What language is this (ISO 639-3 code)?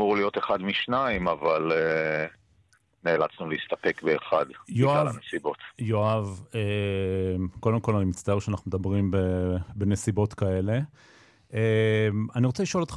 heb